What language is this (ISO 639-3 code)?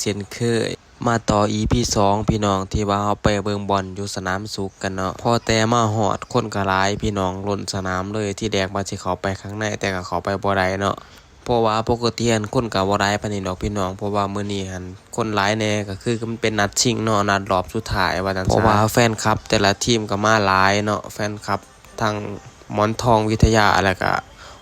lao